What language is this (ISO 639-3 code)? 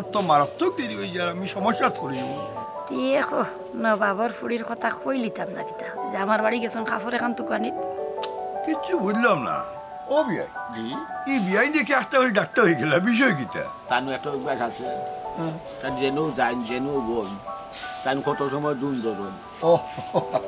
syl